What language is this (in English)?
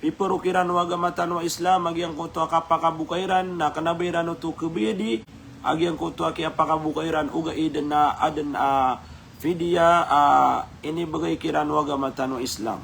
Maranao